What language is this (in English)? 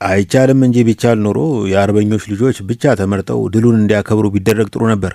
Amharic